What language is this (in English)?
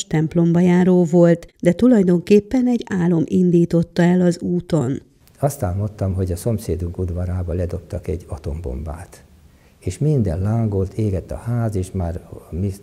Hungarian